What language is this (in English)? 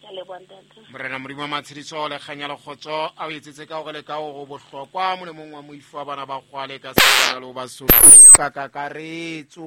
Southern Sotho